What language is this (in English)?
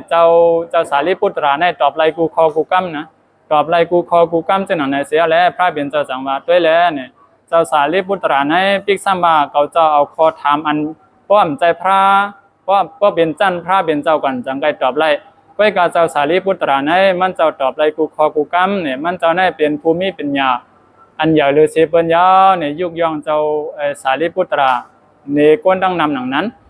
Shan